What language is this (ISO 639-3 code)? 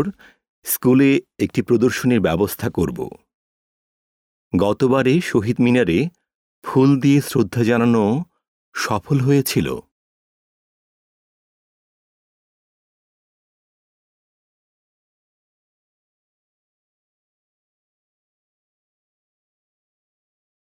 ben